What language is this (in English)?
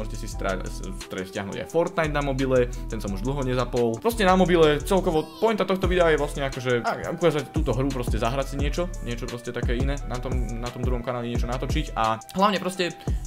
Slovak